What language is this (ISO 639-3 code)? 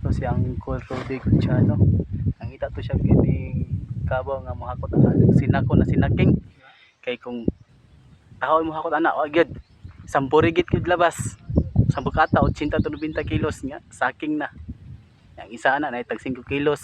ceb